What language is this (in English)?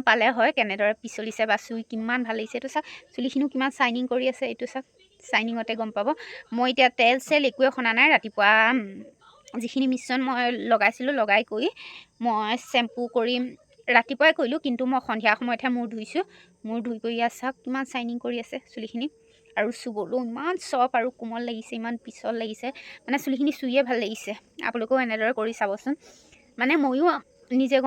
Assamese